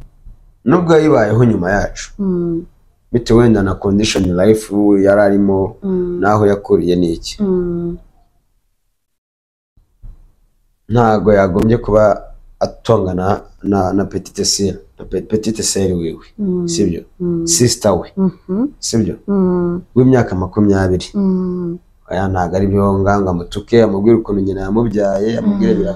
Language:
Kinyarwanda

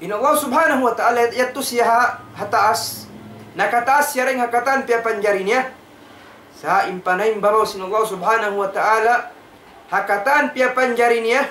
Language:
Tausug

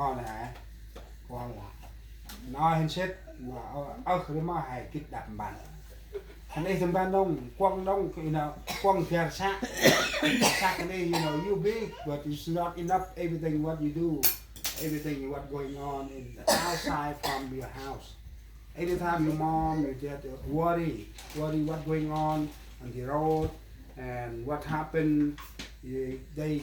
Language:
Central Mnong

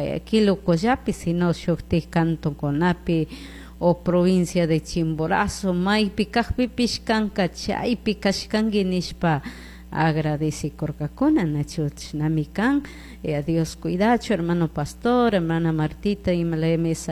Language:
Chimborazo Highland Quichua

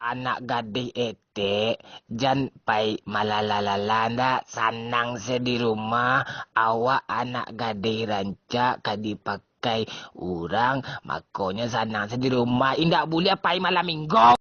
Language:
Minangkabau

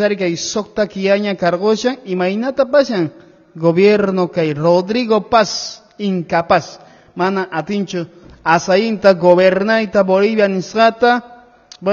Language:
Quechua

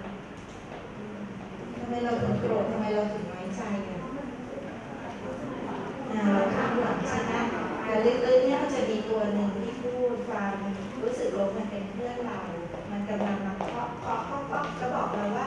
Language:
Thai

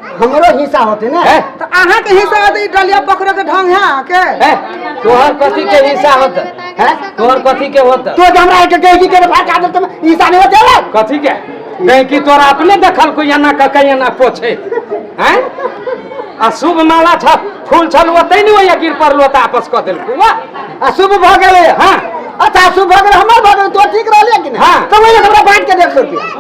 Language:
Maithili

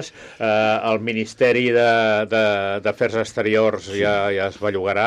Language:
Catalan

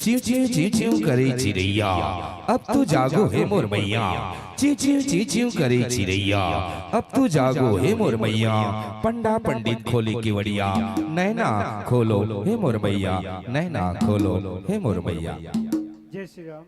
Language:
Chhattisgarhi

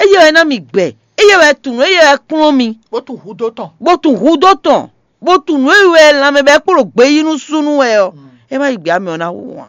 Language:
Fon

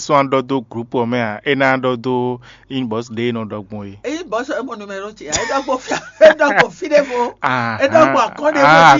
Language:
Fon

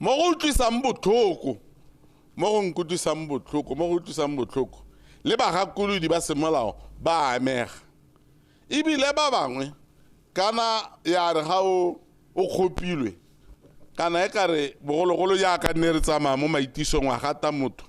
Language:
Tswana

